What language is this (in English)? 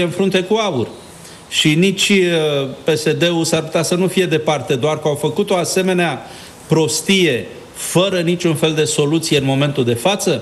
Romanian